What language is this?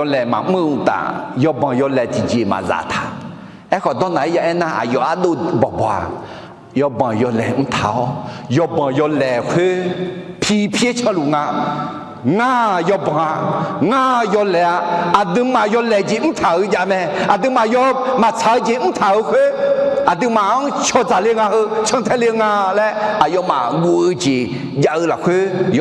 Akha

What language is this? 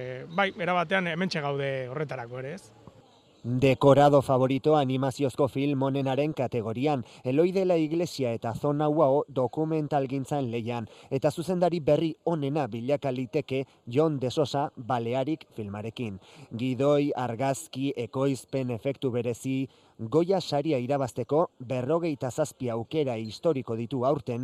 Basque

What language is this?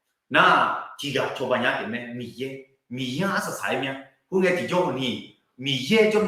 Akha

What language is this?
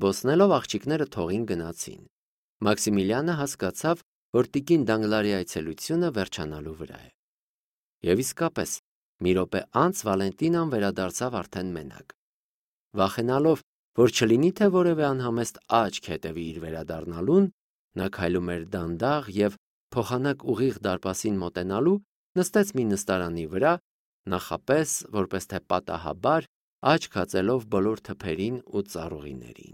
Armenian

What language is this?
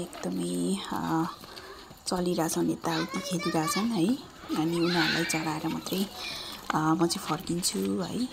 Nepali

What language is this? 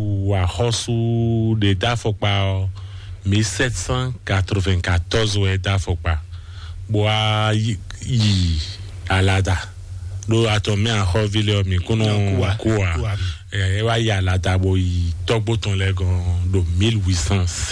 Fon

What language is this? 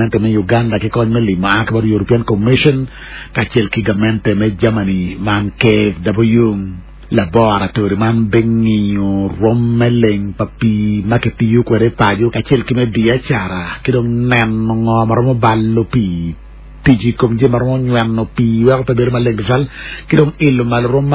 Acoli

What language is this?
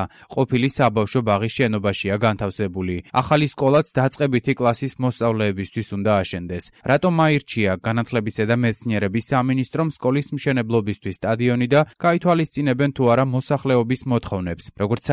Georgian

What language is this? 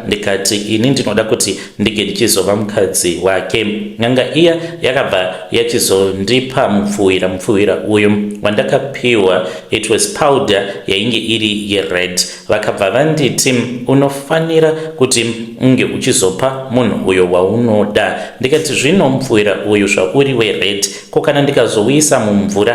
Shona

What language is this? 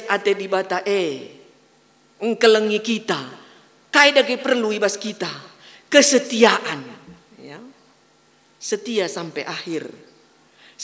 Batak Karo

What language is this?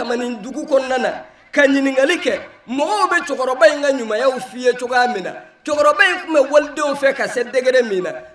Bambara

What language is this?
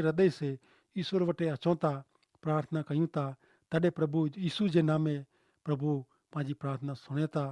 Kachhi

